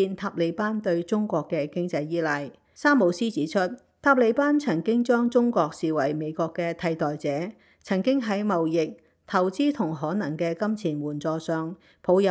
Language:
Cantonese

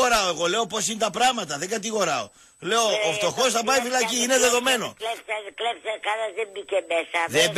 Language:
Greek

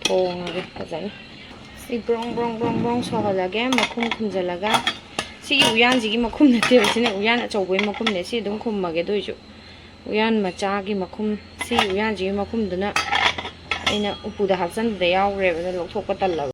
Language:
Manipuri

